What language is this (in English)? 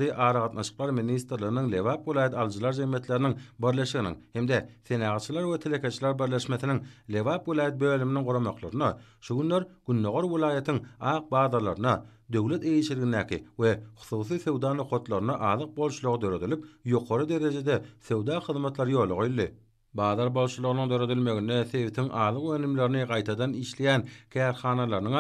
Turkmen